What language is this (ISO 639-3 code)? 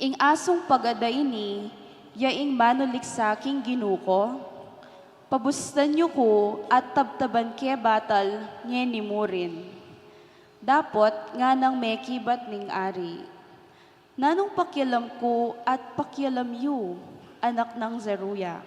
pam